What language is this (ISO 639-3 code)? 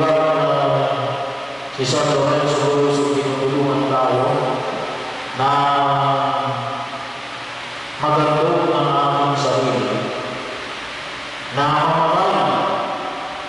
fil